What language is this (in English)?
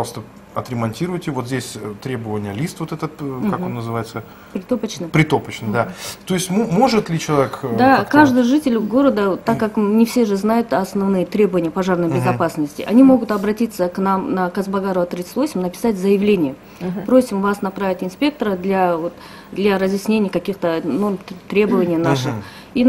Russian